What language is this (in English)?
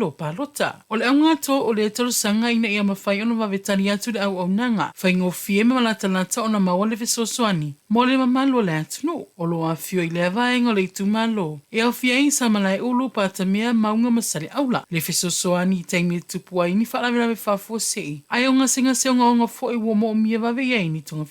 Samoan